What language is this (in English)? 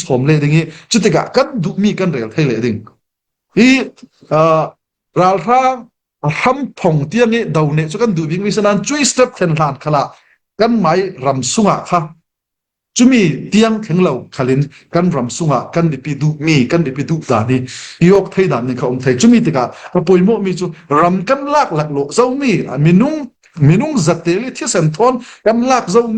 Falam Chin